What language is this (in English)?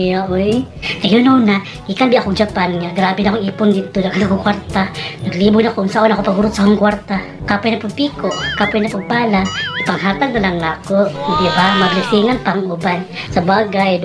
Cebuano